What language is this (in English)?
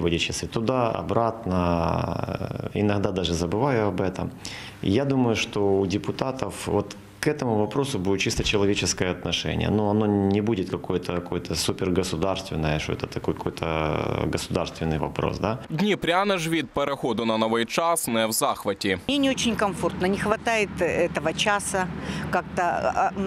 Ukrainian